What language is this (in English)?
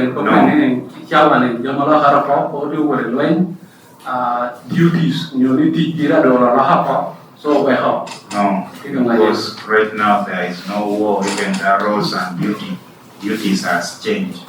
Lango (Uganda)